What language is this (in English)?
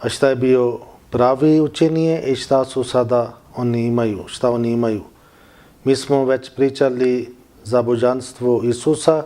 Bosnian